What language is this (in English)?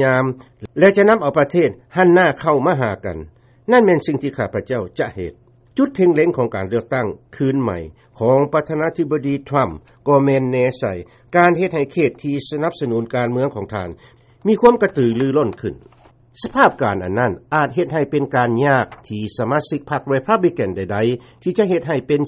Lao